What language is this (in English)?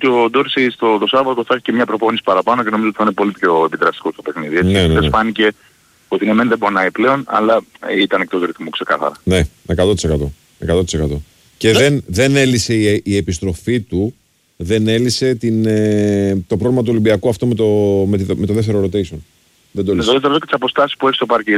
Greek